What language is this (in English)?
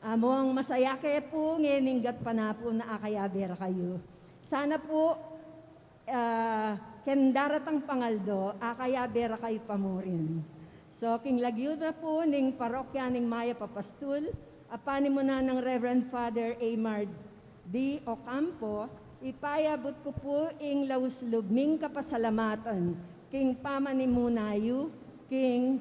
Pampanga